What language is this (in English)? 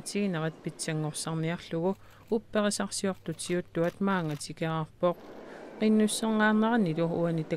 Kalaallisut